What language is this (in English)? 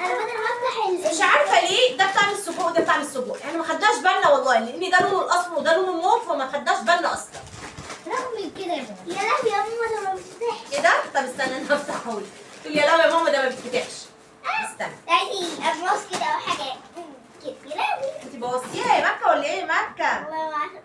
Egyptian Arabic